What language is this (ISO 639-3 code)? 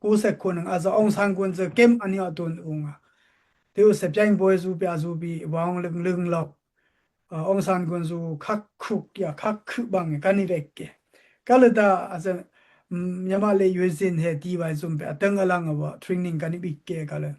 dao